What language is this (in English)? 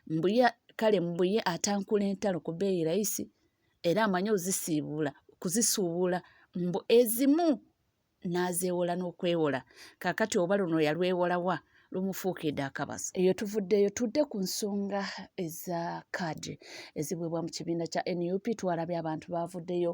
Ganda